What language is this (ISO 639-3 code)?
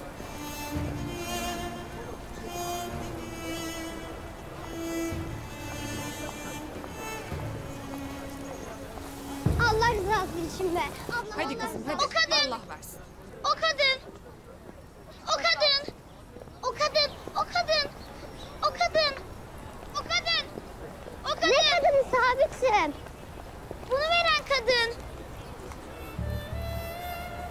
tur